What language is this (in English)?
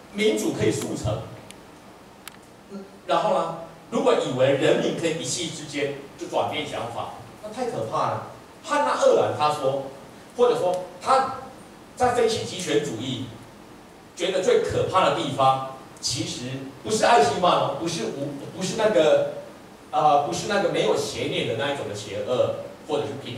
Chinese